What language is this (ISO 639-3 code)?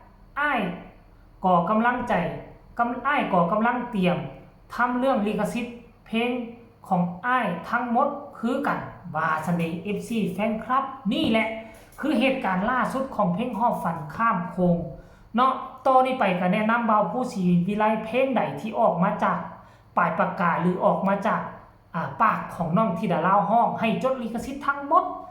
tts